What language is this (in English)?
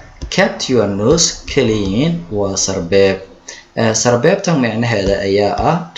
Somali